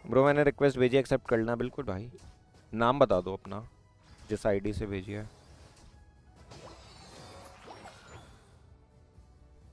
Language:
Hindi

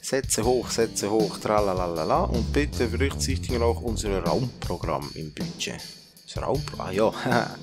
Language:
Swiss German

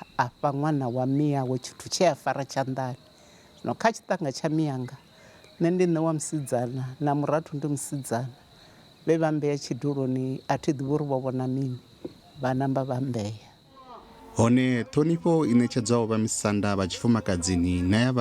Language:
Venda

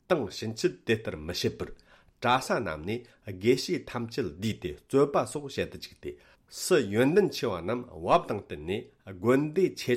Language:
Tibetan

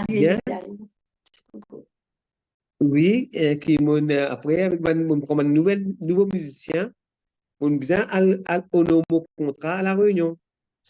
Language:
Morisyen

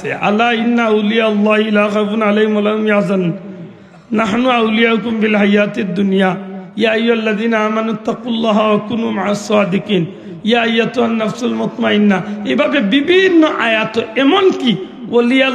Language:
Sylheti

